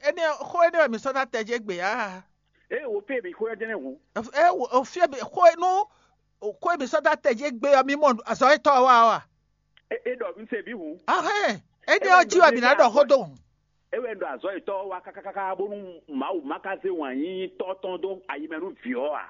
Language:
Fon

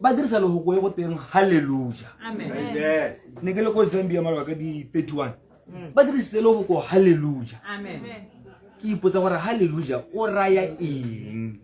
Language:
Tswana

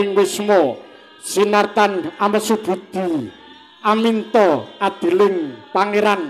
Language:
Javanese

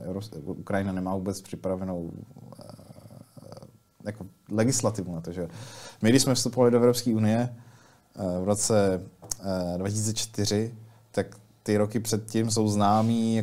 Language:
Czech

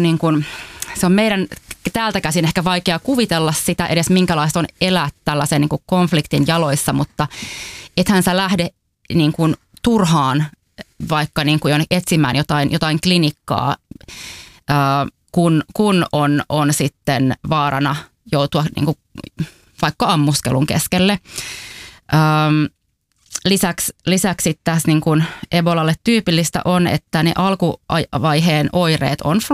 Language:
Finnish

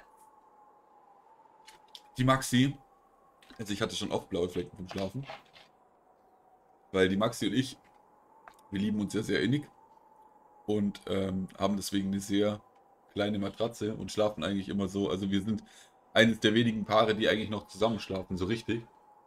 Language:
German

